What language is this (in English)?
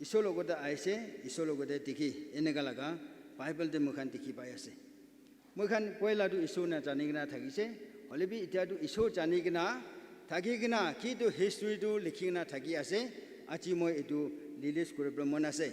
Naga Pidgin